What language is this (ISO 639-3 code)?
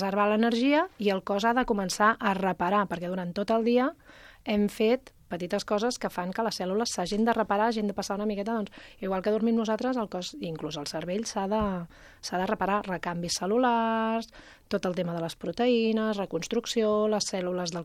cat